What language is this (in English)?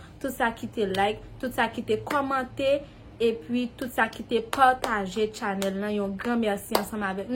Haitian Creole